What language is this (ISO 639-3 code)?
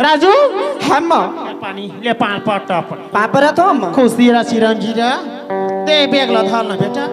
hne